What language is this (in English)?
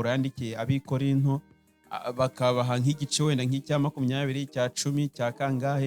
Kinyarwanda